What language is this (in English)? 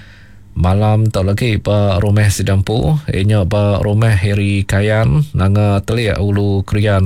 Iban